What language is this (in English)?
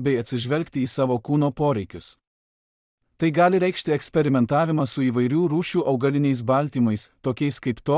Lithuanian